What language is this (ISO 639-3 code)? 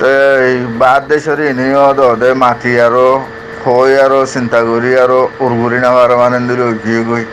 rhg